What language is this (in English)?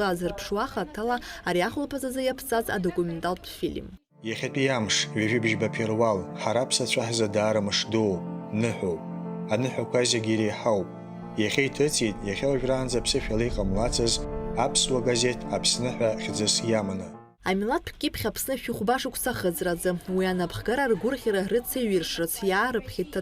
Abkhazian